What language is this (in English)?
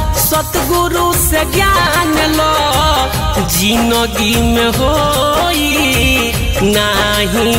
Bhojpuri